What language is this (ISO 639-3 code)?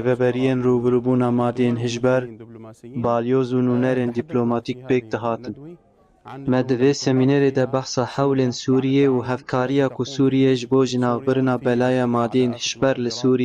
kur